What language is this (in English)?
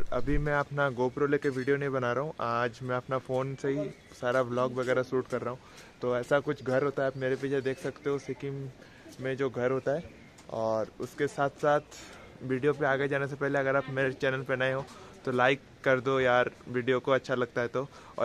Hindi